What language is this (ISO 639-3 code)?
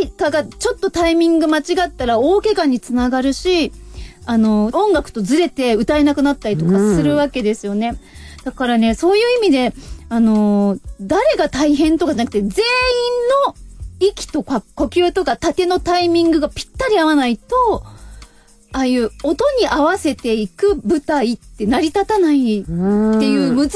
jpn